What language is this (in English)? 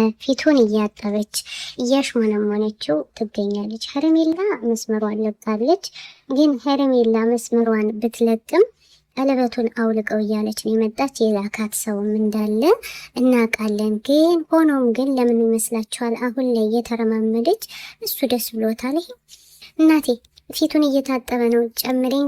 Amharic